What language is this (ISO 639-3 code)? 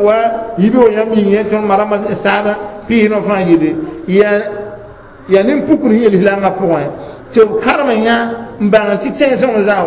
mos